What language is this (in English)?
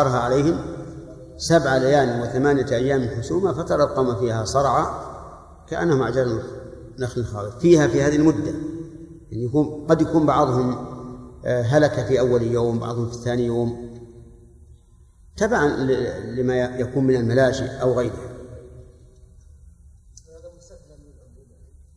Arabic